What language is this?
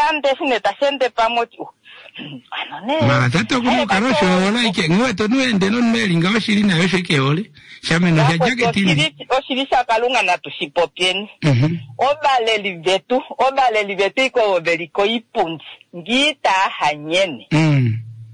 Kuanyama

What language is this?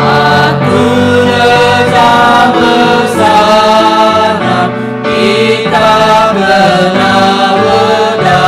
Nias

